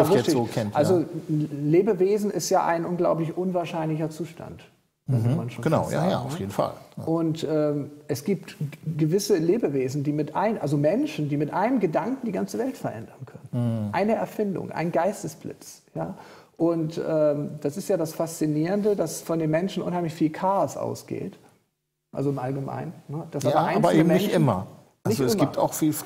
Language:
German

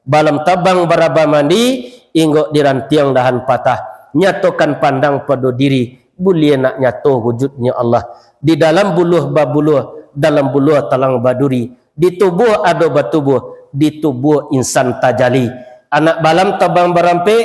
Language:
Minangkabau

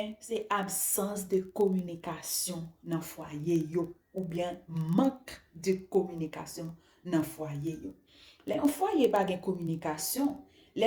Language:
Haitian Creole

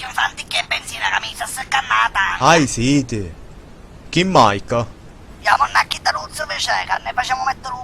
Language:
Sicilian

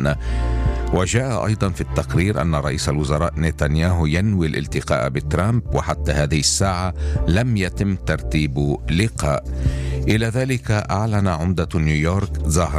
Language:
Arabic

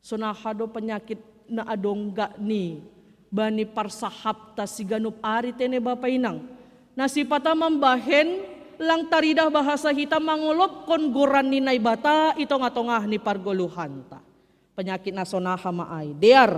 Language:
Batak Simalungun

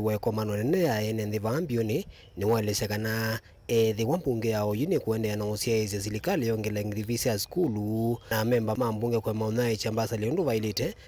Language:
Kamba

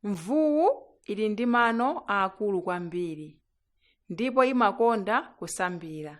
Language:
Nyanja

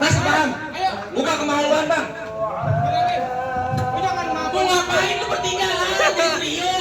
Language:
Betawi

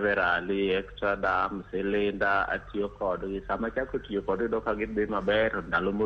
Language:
Luo (Kenya and Tanzania)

